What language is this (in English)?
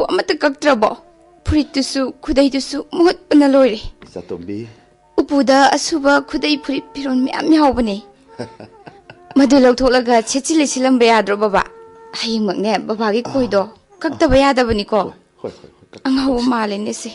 Manipuri